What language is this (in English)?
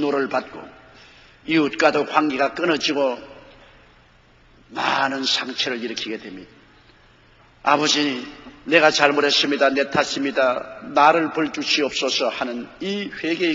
Korean